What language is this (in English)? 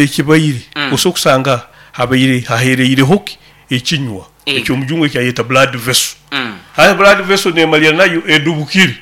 Nyoro